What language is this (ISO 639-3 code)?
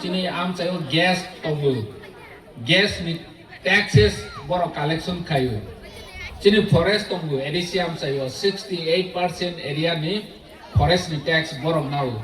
trp